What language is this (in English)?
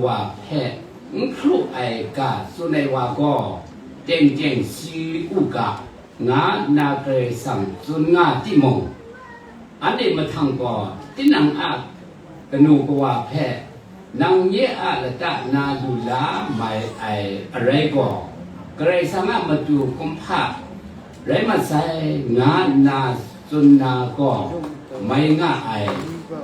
Kachin